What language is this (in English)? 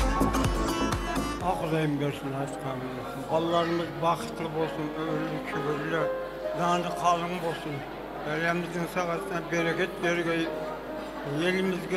Kara-Kalpak